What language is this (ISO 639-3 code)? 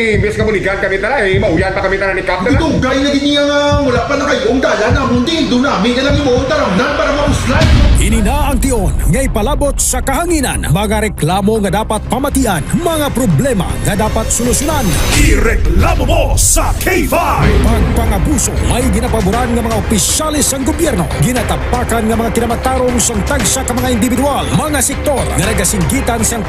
hil